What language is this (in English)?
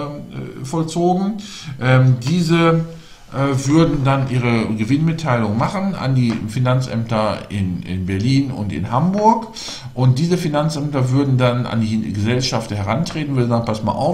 German